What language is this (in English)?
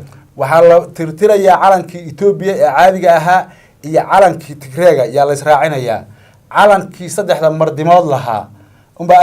Somali